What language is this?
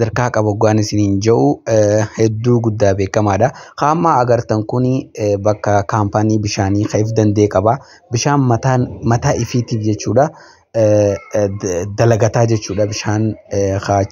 Oromo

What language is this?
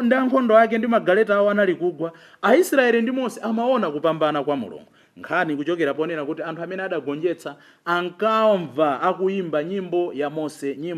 Nyanja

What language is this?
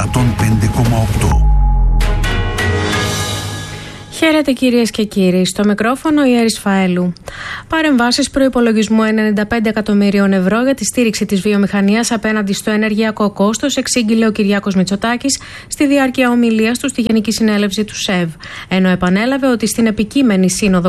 Greek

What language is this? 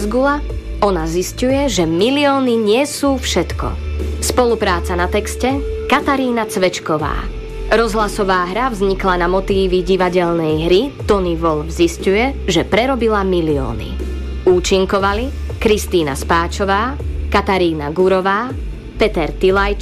Slovak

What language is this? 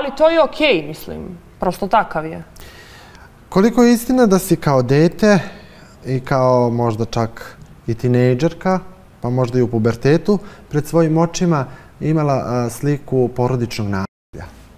Serbian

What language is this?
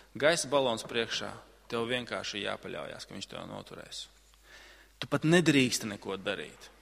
Latvian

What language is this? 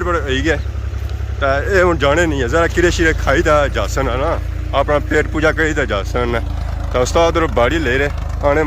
Pahari-Potwari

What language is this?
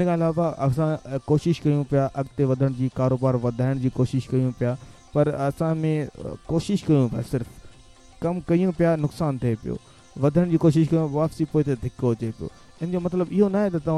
Sindhi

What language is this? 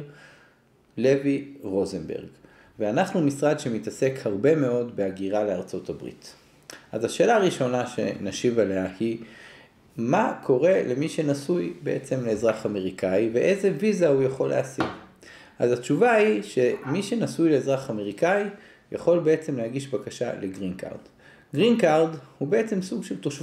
Hebrew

